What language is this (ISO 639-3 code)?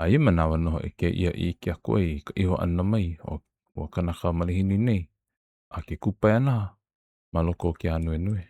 haw